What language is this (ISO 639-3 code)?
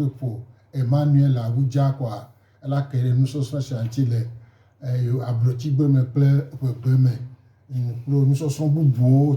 gej